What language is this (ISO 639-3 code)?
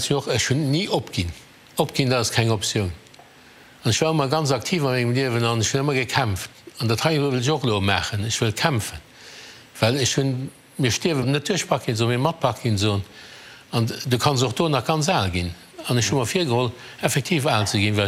ltz